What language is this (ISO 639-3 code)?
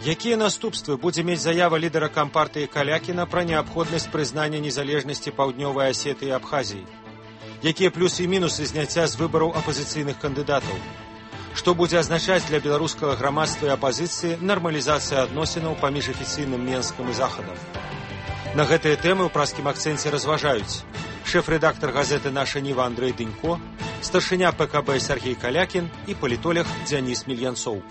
bel